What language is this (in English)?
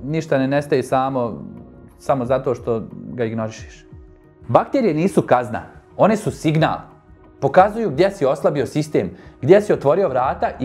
Bosnian